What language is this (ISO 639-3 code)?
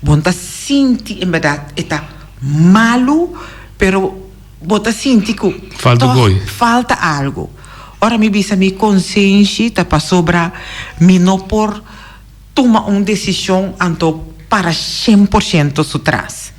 pap